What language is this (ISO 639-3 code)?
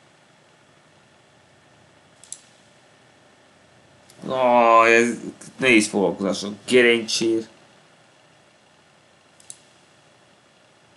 hun